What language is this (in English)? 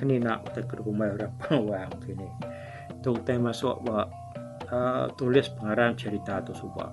Iban